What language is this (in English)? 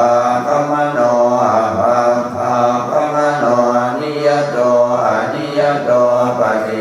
Pali